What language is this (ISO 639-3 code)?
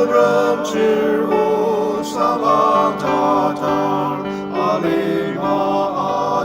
njo